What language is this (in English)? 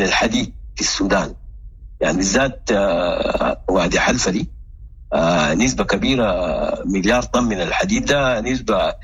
Sudanese Arabic